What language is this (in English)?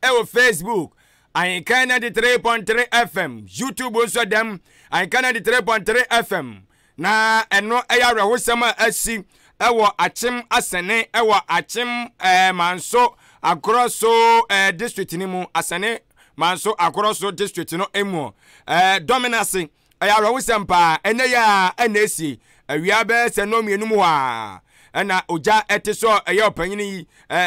Akan